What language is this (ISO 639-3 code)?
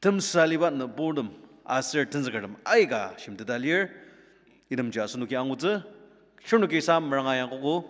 njo